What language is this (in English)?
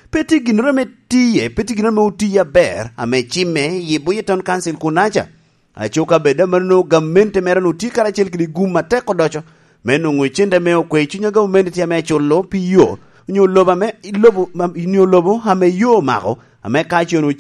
Lango (Uganda)